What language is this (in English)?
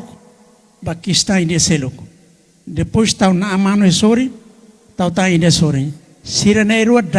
Tetum